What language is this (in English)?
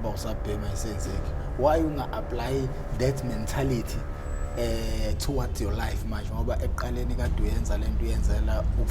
Zulu